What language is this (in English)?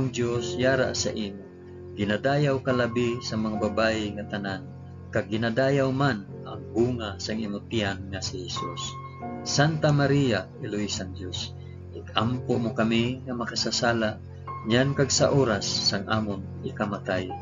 Hiligaynon